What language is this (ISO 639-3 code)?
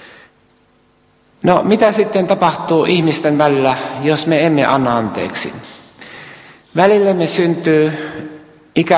fin